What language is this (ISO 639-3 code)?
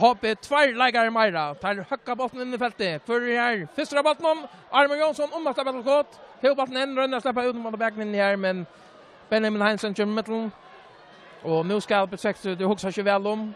fao